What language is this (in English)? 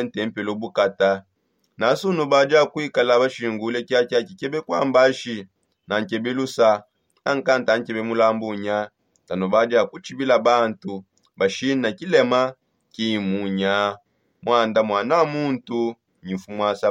Songe